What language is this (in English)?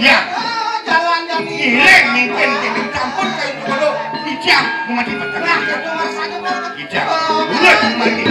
Balinese